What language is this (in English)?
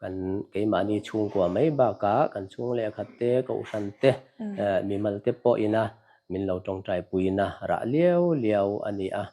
Mizo